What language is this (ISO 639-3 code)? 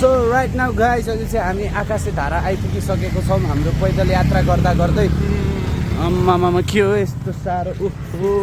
nep